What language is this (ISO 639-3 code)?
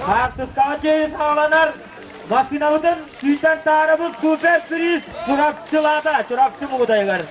sah